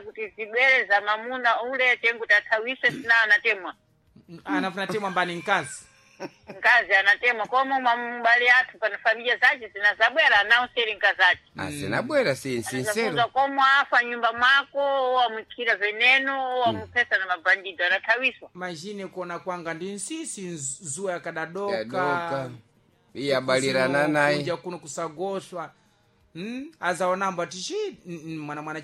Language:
Sena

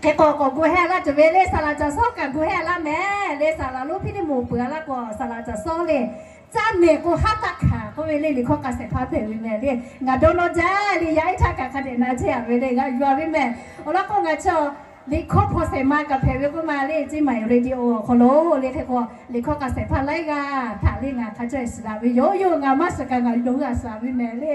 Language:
Lahu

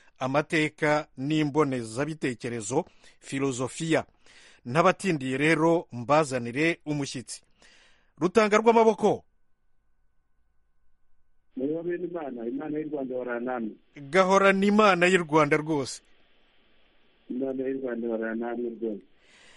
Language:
Kinyarwanda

